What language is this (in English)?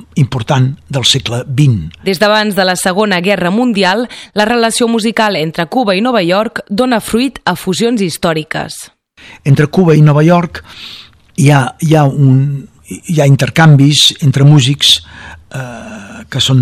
Catalan